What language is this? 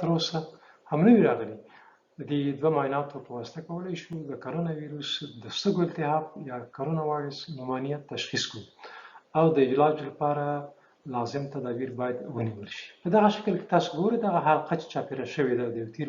Pashto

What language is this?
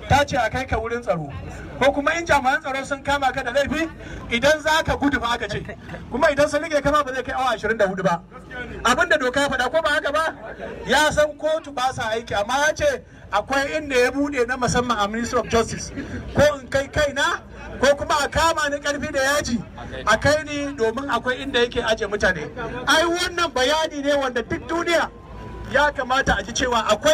Hausa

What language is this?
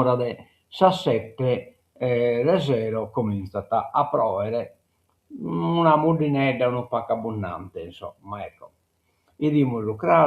Sardinian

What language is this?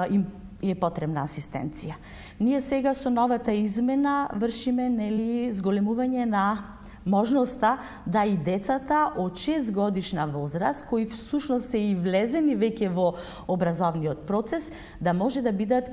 Macedonian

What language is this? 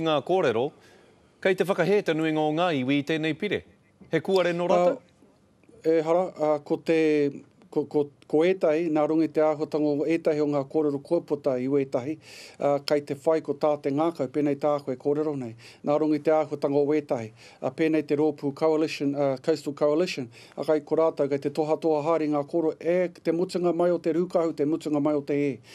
Māori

